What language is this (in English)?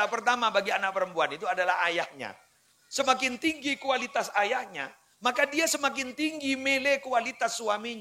Madurese